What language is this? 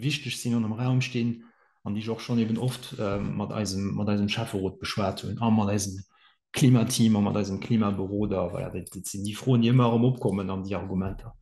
Luxembourgish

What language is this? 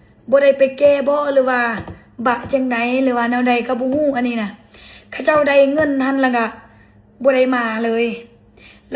Lao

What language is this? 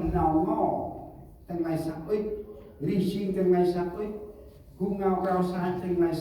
Central Mnong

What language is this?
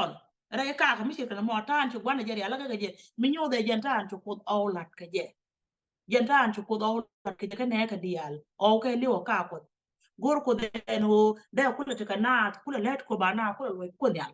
Nuer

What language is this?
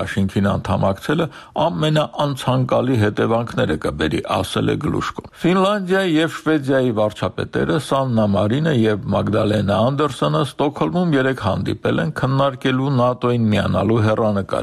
Armenian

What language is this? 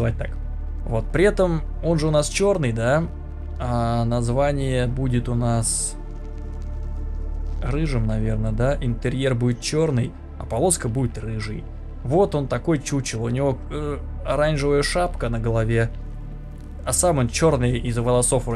Russian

